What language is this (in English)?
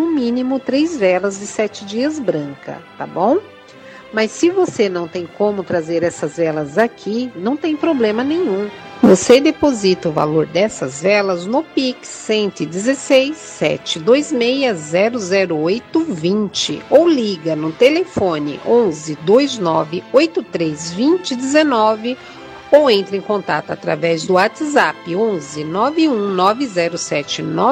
Portuguese